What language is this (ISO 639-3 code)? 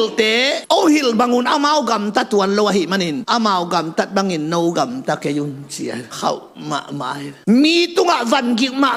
ctd